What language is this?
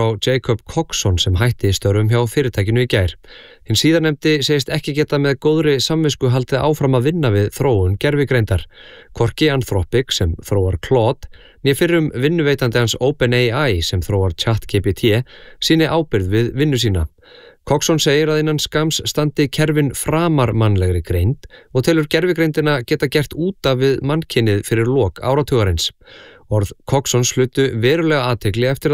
Icelandic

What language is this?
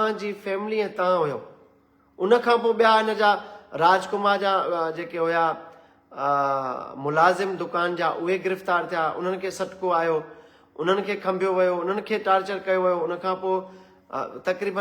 Sindhi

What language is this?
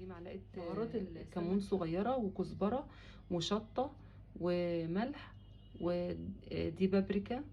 Egyptian Arabic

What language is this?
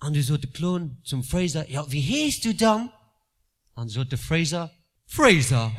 Luxembourgish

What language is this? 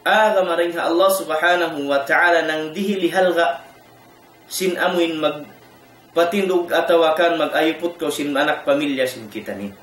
Tausug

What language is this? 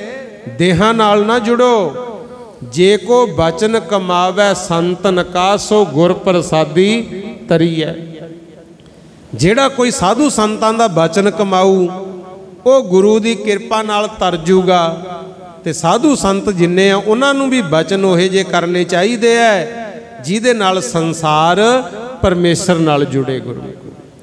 Punjabi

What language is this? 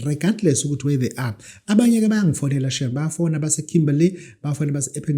Zulu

